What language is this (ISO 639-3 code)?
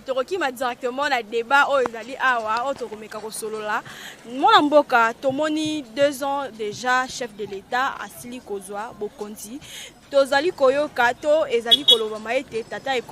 lin